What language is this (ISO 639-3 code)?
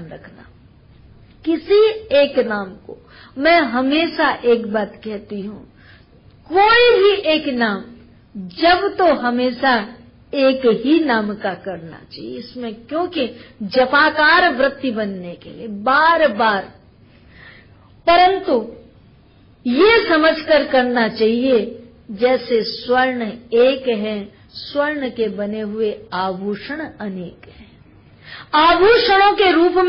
hin